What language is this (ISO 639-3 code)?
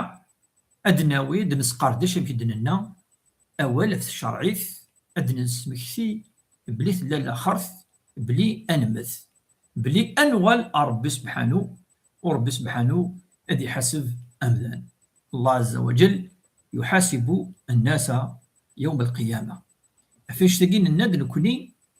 kab